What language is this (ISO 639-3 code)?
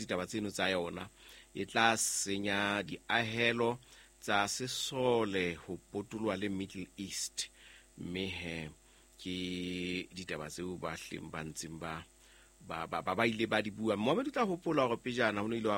sot